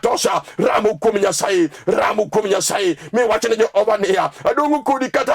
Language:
Luo (Kenya and Tanzania)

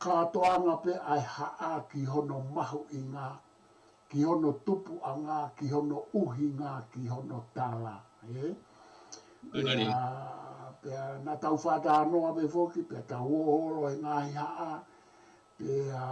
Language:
Tongan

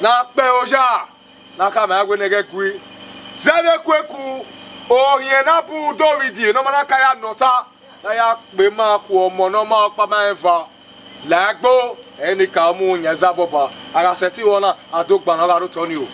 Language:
Bini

